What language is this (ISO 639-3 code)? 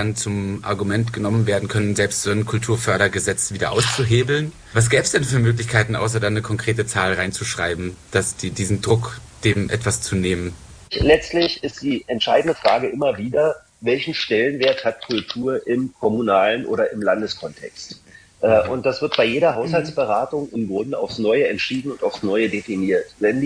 deu